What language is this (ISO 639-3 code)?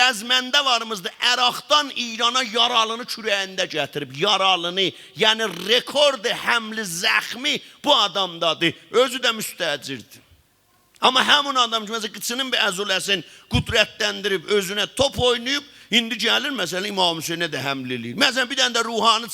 azb